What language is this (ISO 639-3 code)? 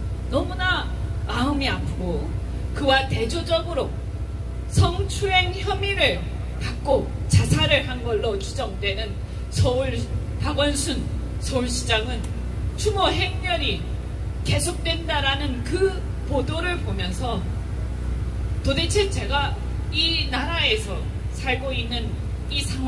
kor